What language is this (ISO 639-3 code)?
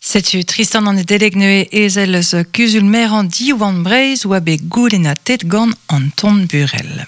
bre